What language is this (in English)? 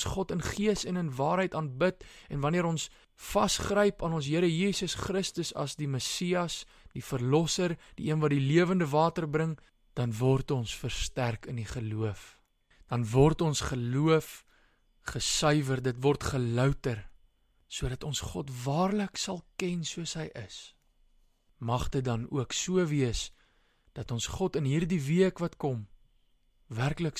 Afrikaans